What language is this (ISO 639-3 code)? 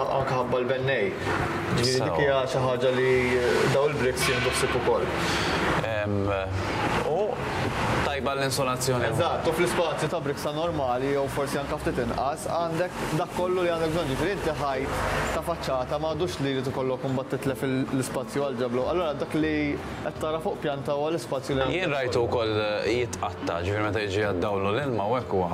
mlt